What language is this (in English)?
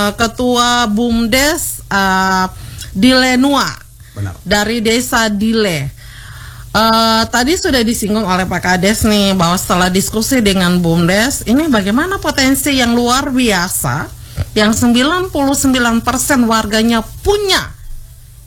Indonesian